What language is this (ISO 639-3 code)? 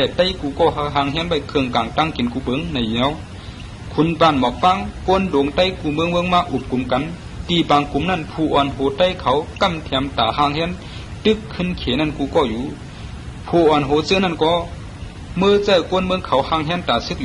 shn